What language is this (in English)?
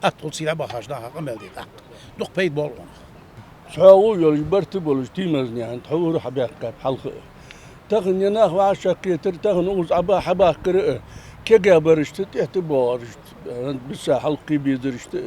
Ingush